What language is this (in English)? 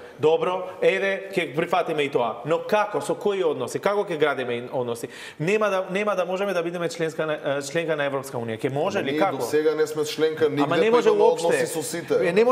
Macedonian